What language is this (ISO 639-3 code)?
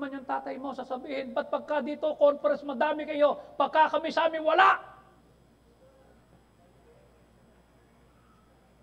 fil